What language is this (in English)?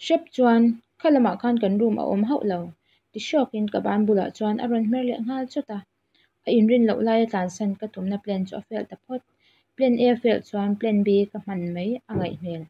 Mizo